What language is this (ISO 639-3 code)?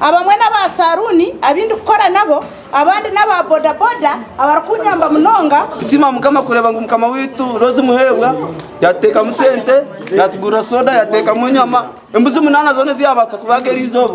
nyn